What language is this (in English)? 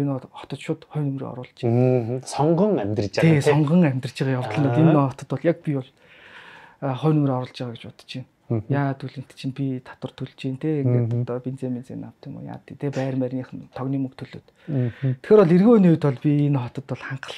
Mongolian